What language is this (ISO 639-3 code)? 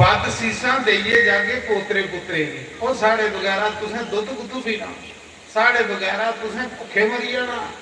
doi